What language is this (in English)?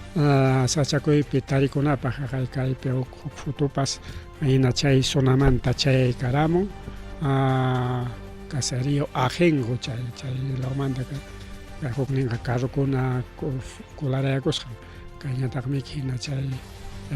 Ayacucho Quechua